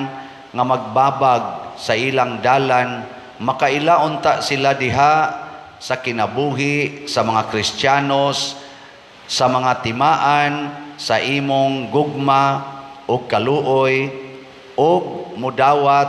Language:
Cebuano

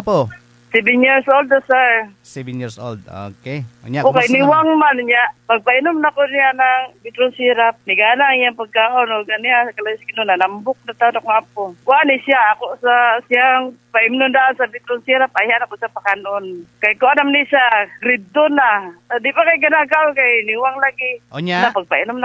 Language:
Cebuano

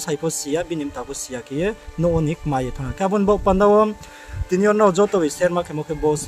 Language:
Riang (India)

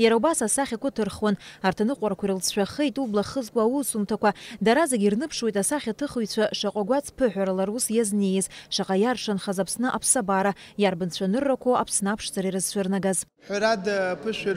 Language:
Abkhazian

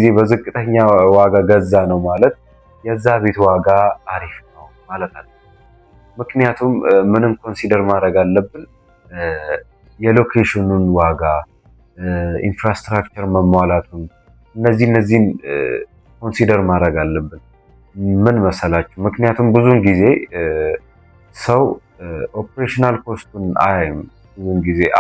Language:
Amharic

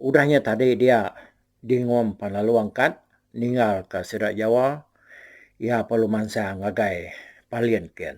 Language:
Iban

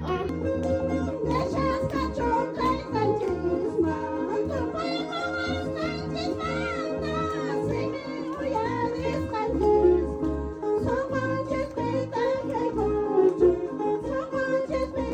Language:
Quechua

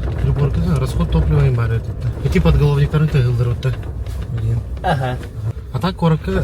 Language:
Yakut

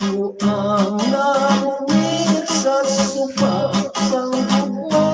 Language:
Hiligaynon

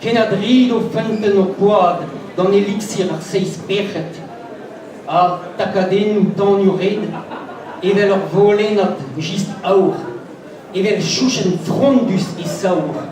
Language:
Breton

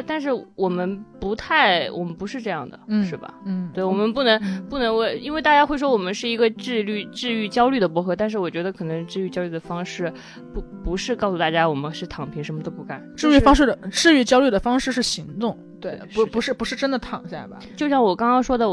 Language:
Chinese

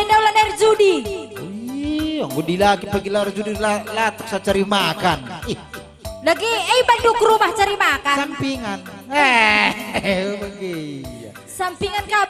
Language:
Batak Karo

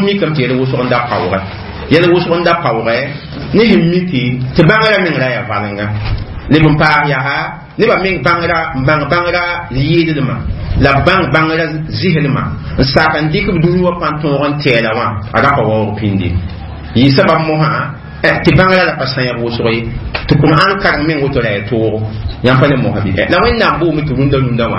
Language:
Mossi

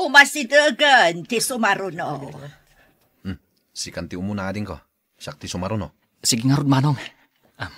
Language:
Iloko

